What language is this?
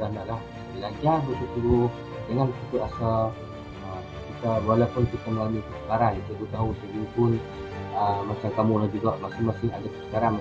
Malay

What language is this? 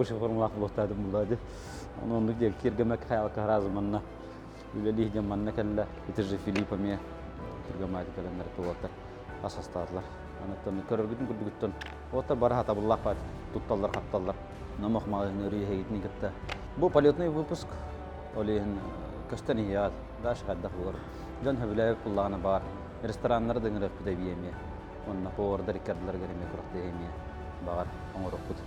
Yakut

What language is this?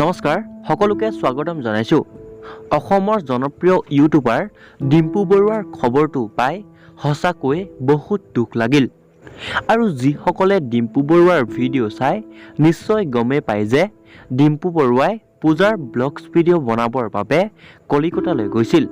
Assamese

